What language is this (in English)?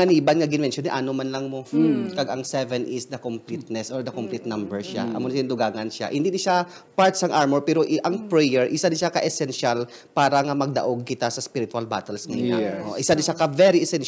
Hiligaynon